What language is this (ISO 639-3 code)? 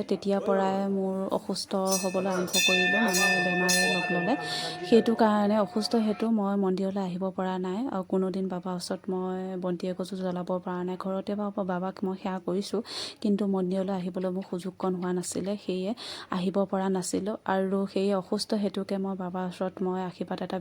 asm